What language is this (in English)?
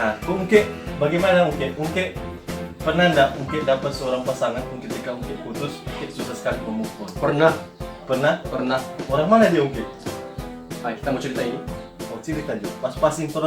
Manado Malay